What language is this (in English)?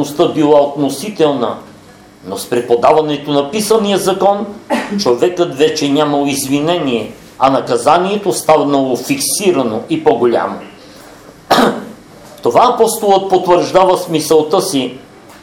Bulgarian